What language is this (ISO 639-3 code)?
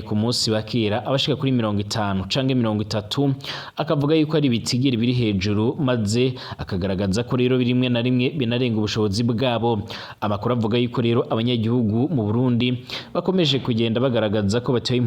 run